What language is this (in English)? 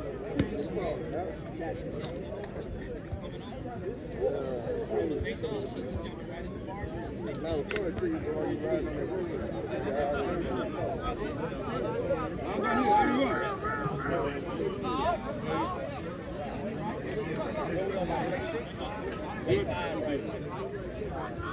English